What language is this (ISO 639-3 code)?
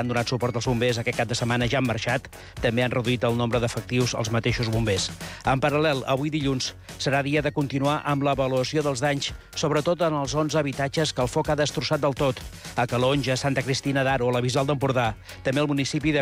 cat